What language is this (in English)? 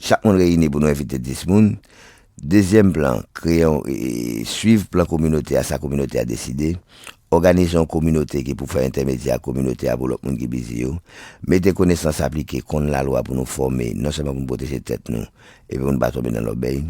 Haitian Creole